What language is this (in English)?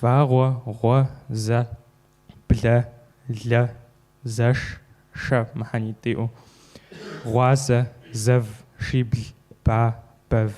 Kabardian